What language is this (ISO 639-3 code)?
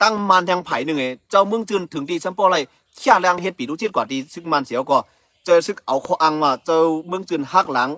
shn